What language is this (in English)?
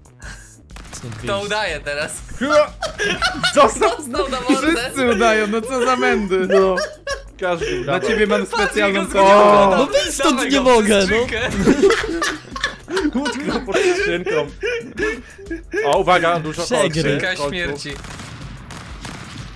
Polish